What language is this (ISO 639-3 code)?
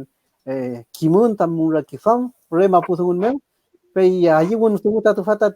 arn